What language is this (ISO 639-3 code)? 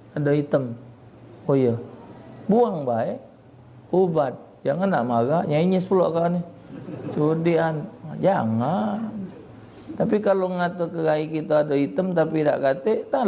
mui